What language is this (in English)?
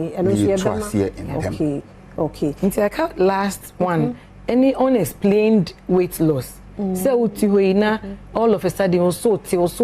Akan